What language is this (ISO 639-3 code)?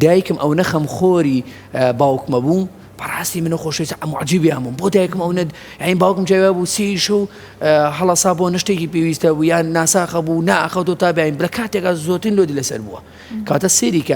ckb